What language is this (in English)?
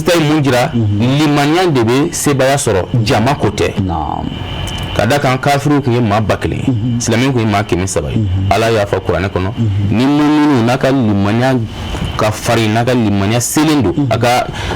Bambara